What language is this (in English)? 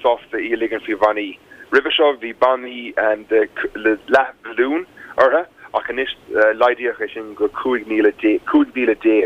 Irish